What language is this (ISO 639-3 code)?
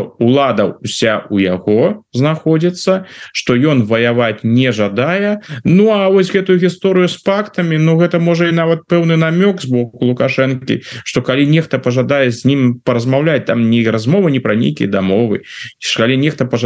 bel